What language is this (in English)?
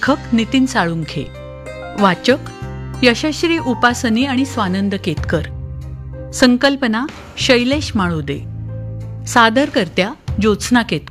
Marathi